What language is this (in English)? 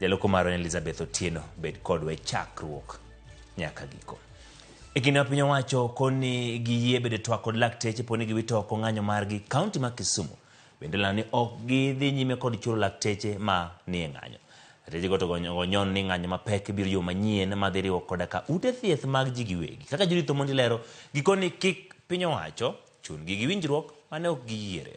Luo (Kenya and Tanzania)